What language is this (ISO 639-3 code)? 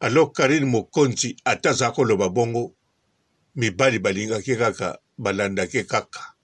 lin